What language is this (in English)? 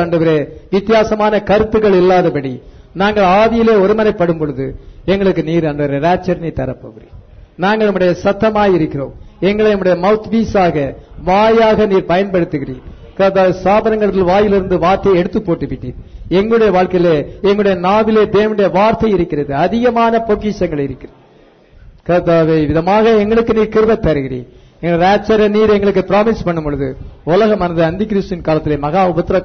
Tamil